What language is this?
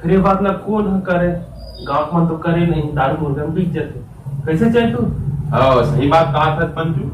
Chhattisgarhi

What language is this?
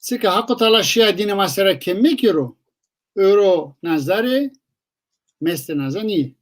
Zaza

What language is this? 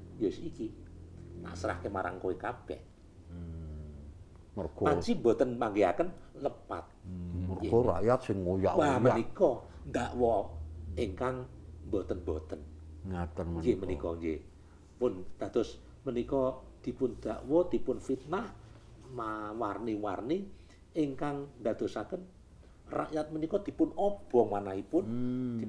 Javanese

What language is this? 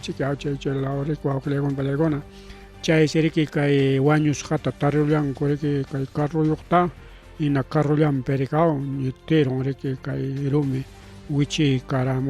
Ayacucho Quechua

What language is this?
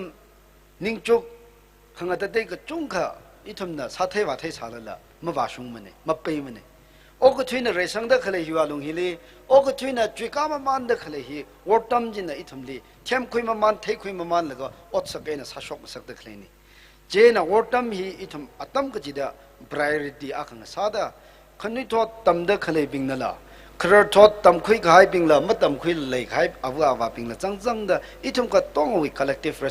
Tangkhul Naga (India)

